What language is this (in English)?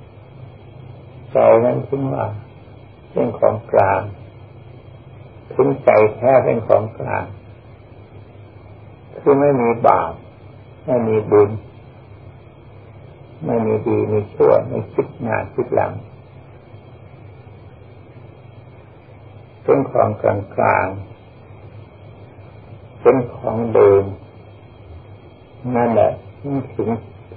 Thai